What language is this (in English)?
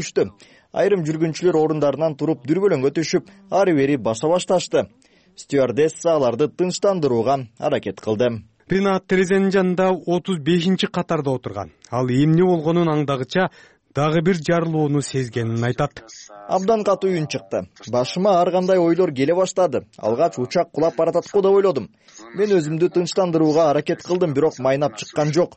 Kyrgyz